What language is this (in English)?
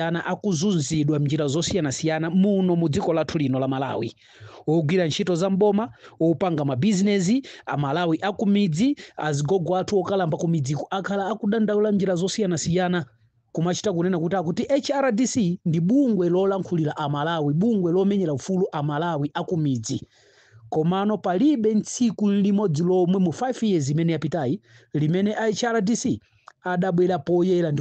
Nyanja